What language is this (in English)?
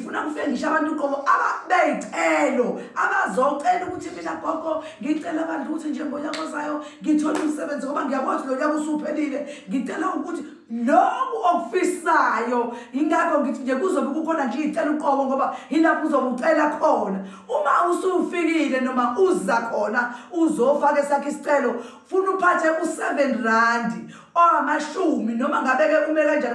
Zulu